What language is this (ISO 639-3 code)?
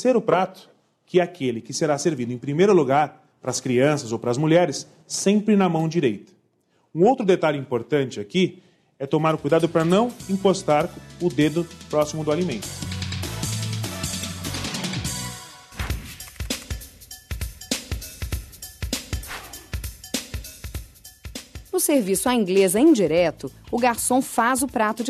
por